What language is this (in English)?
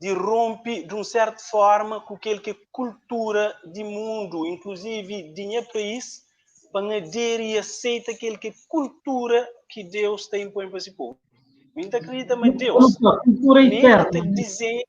Kabuverdianu